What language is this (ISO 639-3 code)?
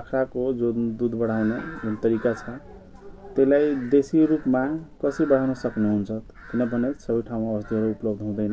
nep